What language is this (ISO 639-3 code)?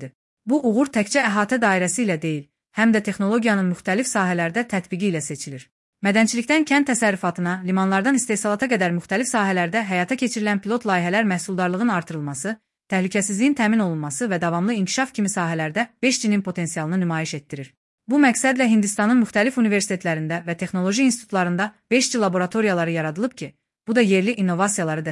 aze